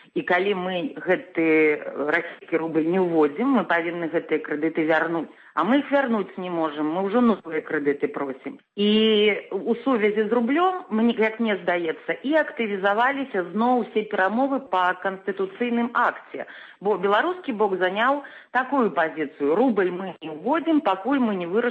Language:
Belarusian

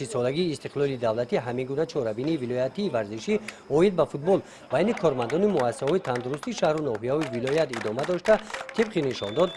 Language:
Tajik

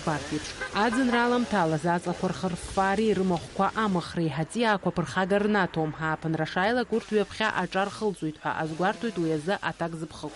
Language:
Abkhazian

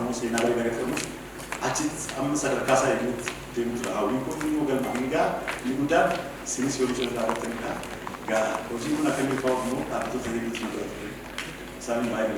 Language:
Oromo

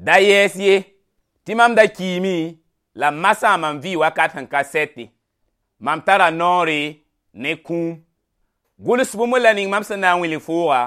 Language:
Mossi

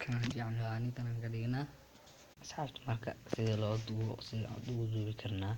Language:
Somali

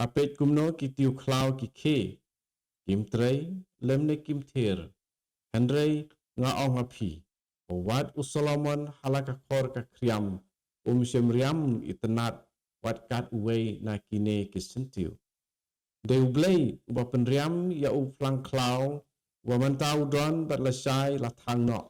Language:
Khasi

